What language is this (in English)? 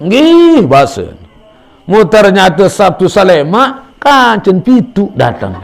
Sasak